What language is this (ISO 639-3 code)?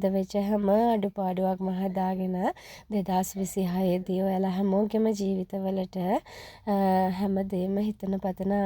sin